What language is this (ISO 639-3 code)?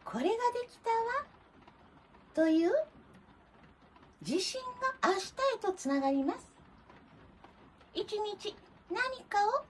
jpn